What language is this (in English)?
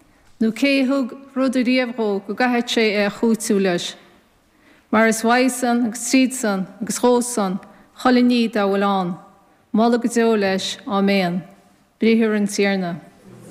Irish